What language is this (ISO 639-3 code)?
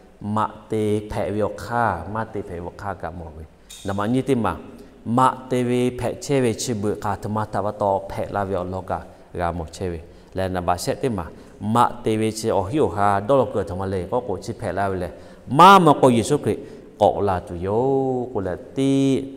lhu